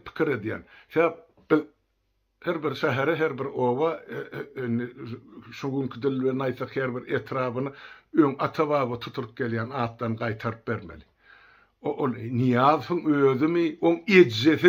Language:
Turkmen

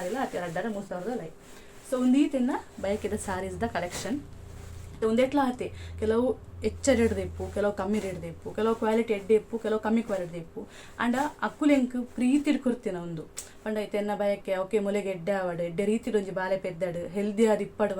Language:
Tulu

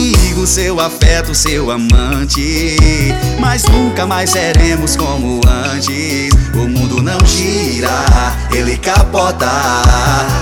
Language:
Portuguese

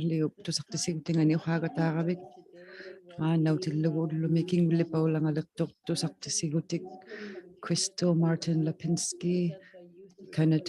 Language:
Inuktitut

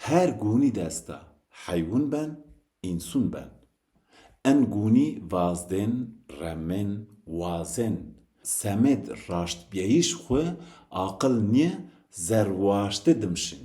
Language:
Zaza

